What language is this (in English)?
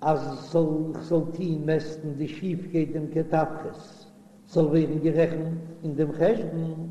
Yiddish